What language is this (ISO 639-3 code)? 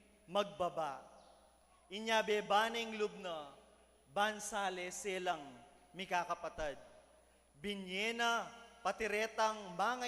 pam